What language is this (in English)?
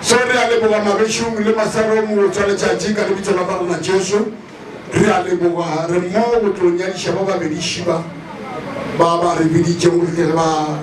Northern Sotho